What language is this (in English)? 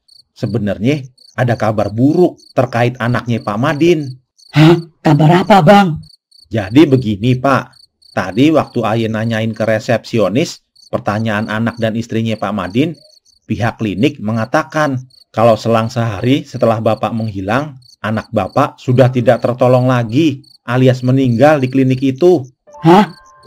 Betawi